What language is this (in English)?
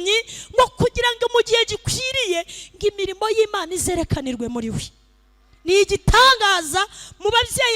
Kinyarwanda